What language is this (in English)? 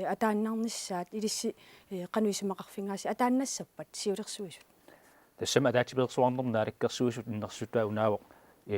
Kalaallisut